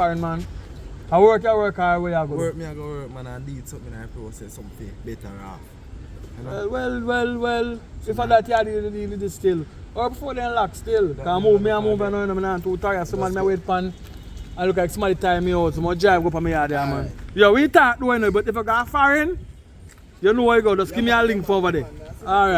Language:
Jamaican Creole English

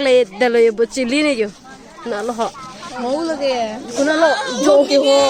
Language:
Karbi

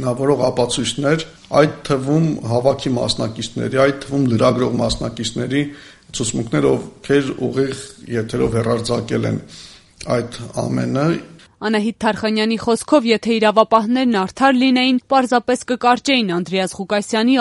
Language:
Armenian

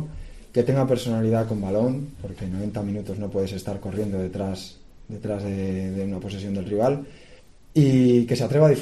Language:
Spanish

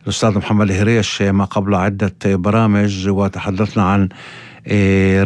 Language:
North Levantine Arabic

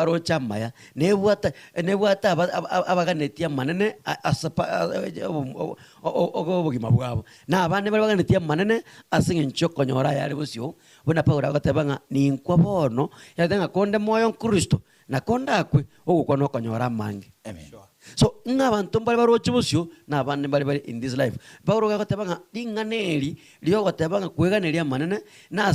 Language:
Gusii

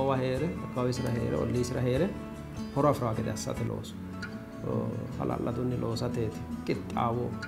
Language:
Sidamo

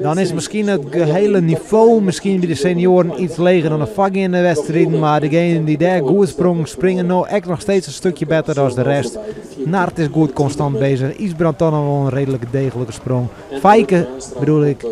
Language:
Western Frisian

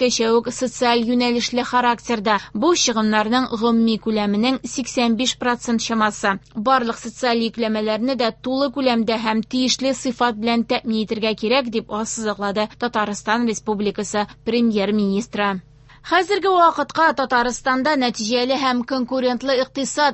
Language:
Tatar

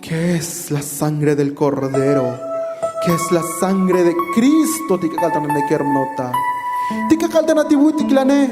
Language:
Tzotzil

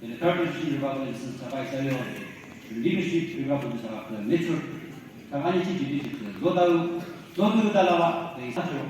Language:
Naga Pidgin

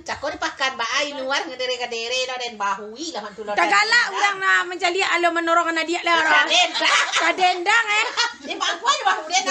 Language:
Minangkabau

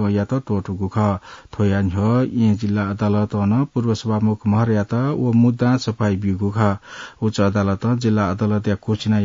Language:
Newari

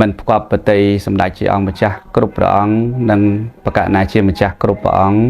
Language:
Khmer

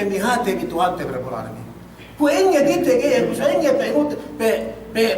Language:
Yakan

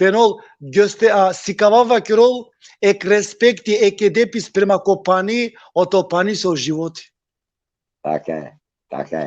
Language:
Balkan Romani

